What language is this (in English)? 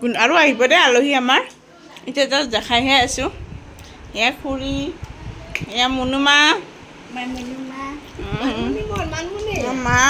Assamese